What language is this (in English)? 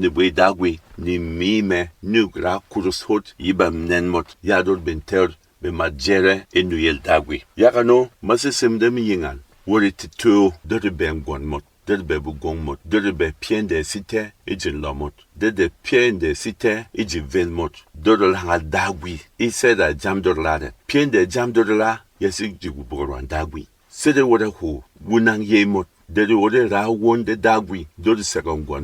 Berom